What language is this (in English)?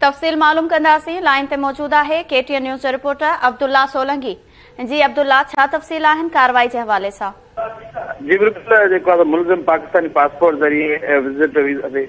Sindhi